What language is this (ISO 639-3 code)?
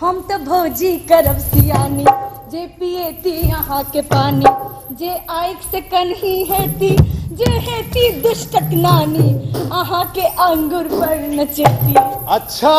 mai